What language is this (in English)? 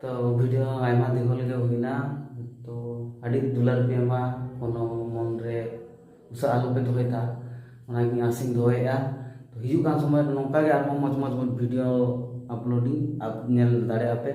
Santali